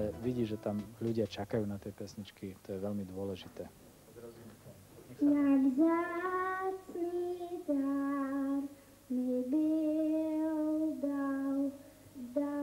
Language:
Slovak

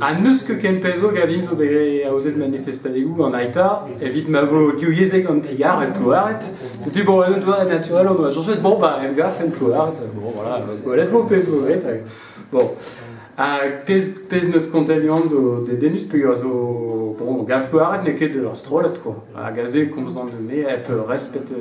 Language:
Breton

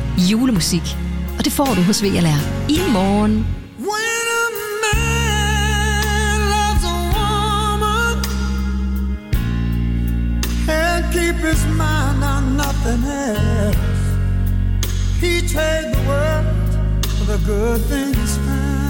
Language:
Danish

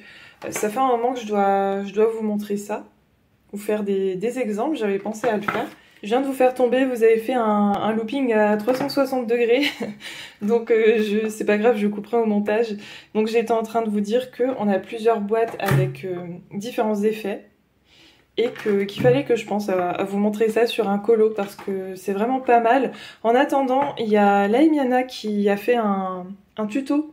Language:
French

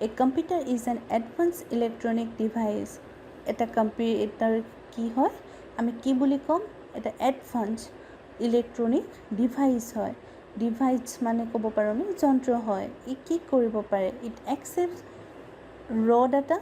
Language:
Assamese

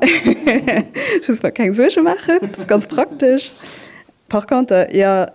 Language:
Luxembourgish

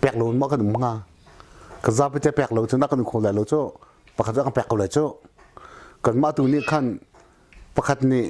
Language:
Hakha Chin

